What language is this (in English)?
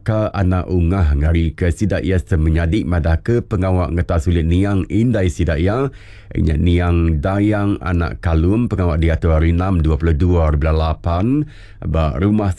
Iban